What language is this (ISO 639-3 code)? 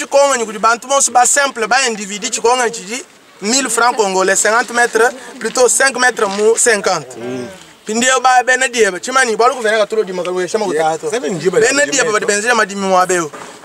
lua